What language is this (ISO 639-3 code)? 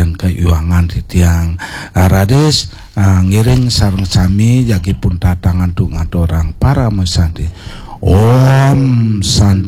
ban